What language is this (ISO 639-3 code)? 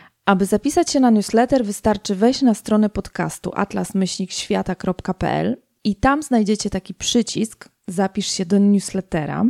pol